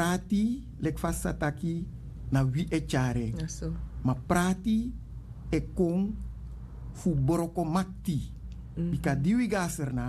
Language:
Sranan Tongo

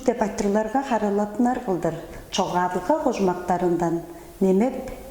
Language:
Tuvinian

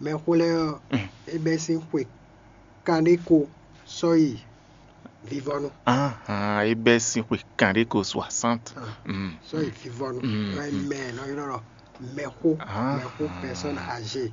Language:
Fon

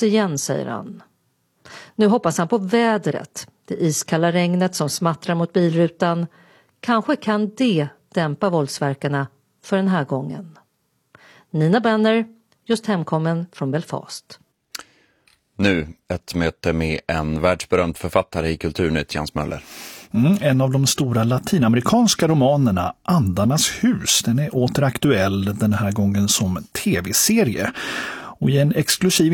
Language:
Swedish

